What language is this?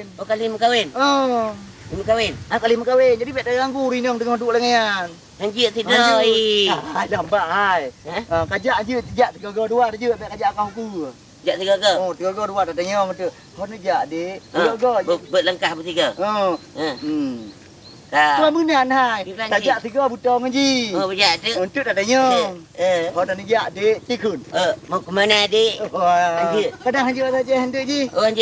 Achinese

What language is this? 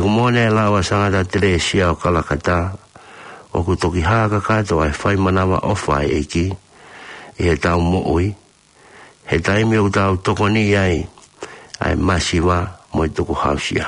Tongan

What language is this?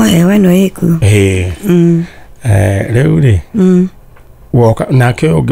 Kikuyu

